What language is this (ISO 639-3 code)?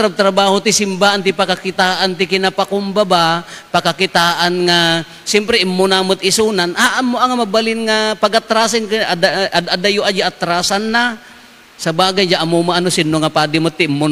ilo